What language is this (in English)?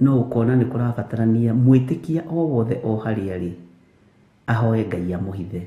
Kikuyu